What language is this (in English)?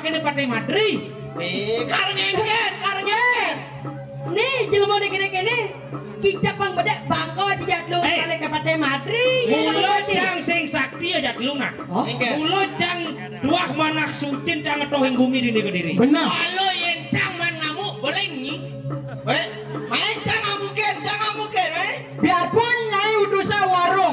Balinese